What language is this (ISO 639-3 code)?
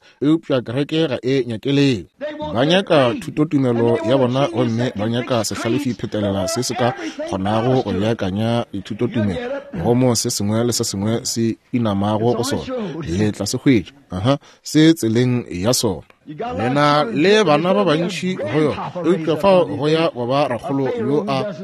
nso